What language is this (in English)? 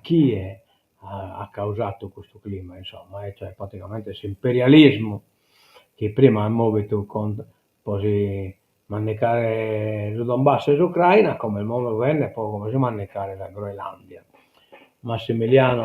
Sardinian